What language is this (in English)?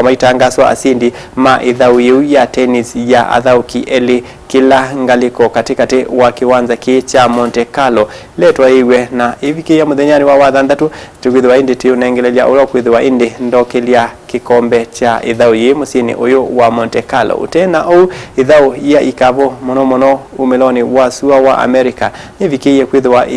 Kamba